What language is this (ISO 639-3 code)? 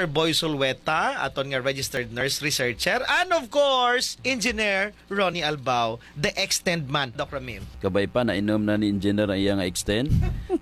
hil